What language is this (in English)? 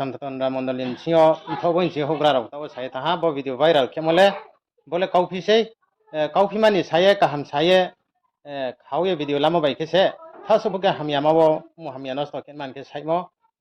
Riang (India)